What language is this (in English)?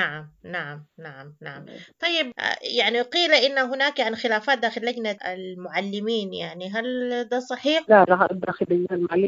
Sudanese Arabic